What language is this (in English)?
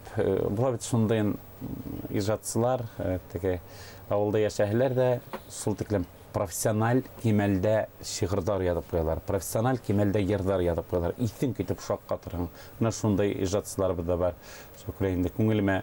Bashkir